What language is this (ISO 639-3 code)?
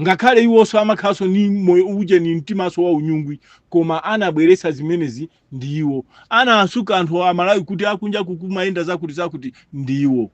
nya